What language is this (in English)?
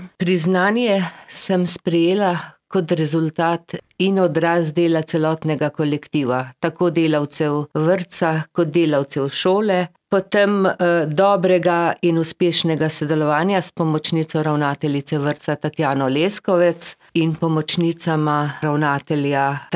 Slovenian